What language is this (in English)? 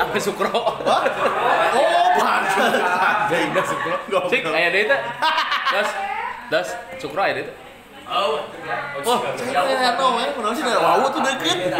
Sundanese